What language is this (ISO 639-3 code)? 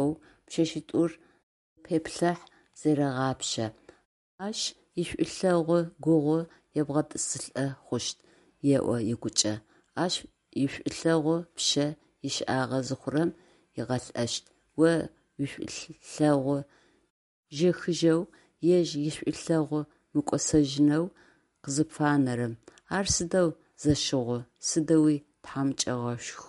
ady